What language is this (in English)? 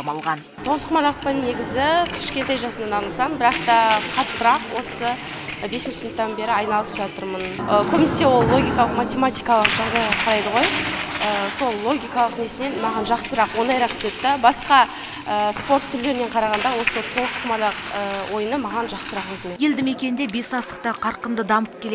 Kazakh